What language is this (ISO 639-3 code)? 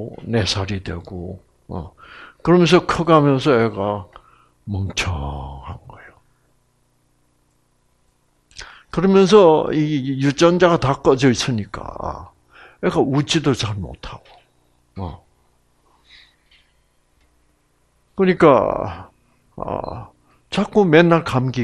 kor